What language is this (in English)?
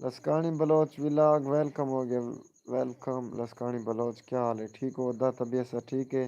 Saraiki